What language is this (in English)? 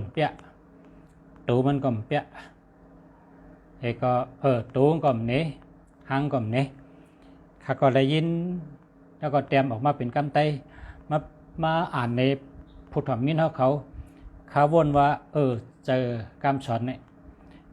Shan